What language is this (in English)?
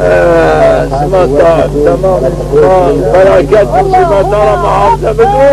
Zaza